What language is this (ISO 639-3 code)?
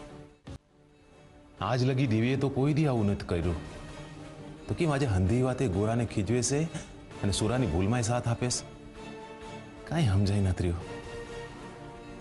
guj